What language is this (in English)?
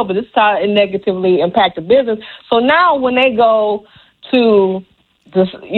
English